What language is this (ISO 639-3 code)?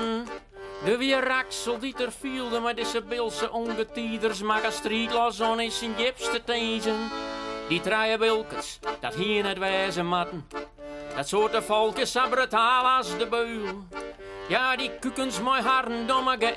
fry